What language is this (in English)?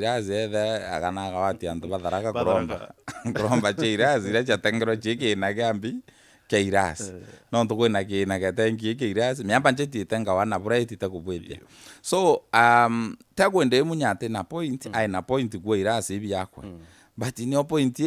Meru